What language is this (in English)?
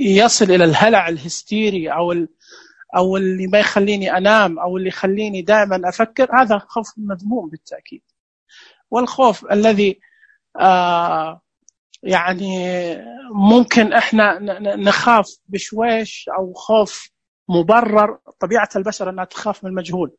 Najdi Arabic